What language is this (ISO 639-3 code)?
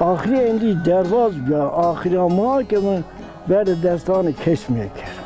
zza